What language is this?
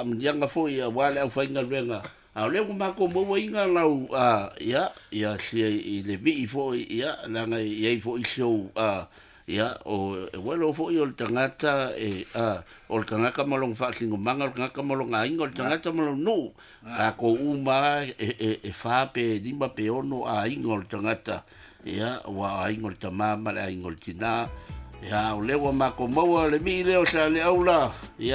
Samoan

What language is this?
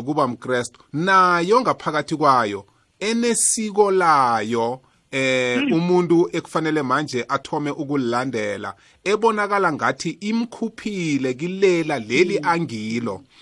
South Ndebele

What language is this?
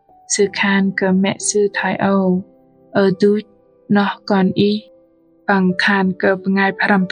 Bahnar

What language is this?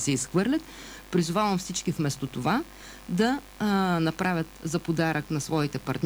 Bulgarian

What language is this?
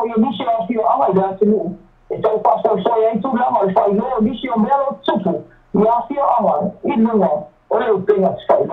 Samoan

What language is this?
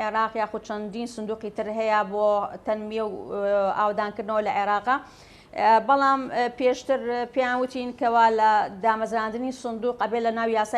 Central Kurdish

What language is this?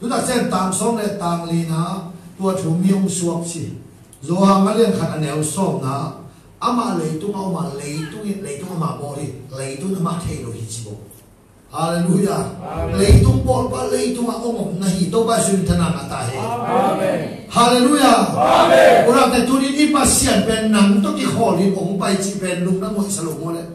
Tedim Chin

